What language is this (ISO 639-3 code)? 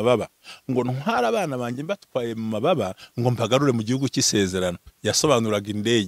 kin